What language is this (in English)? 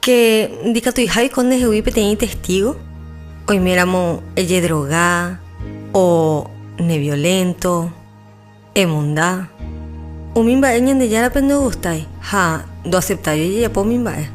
Guarani